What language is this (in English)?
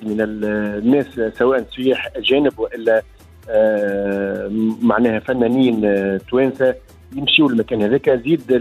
Tunisian Arabic